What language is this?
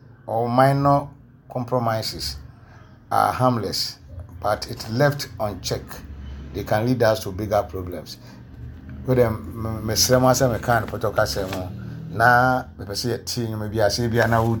Akan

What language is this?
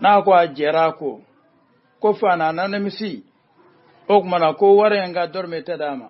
Bambara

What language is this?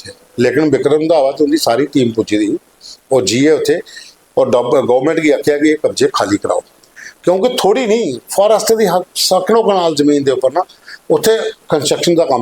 Dogri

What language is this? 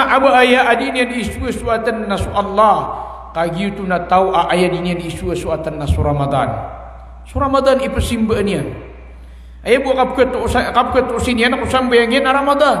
Maranao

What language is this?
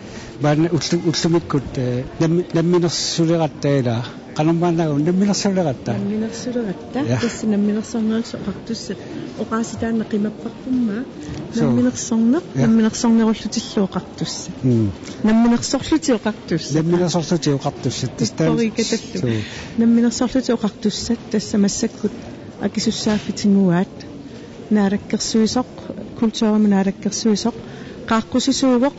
Kalaallisut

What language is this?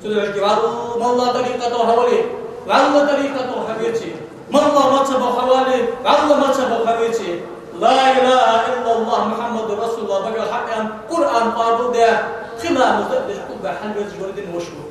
Ingush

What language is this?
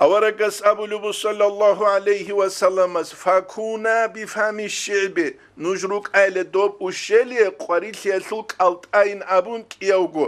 Avaric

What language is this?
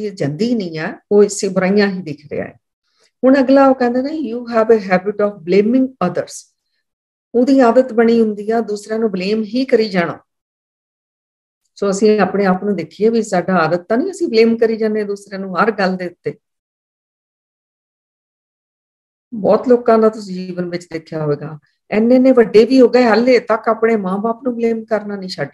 Punjabi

